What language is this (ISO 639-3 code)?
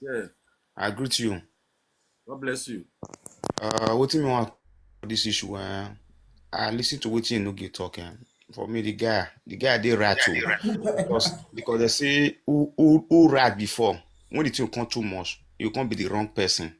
pcm